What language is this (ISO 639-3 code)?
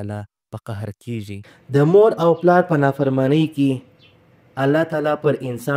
pus